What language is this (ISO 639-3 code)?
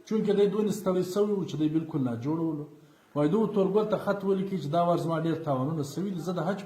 pus